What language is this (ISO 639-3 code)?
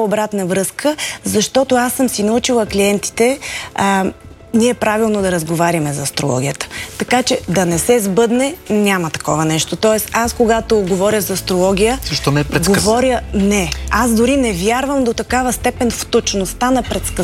bul